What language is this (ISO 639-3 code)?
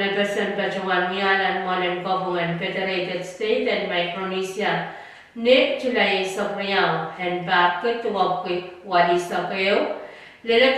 pon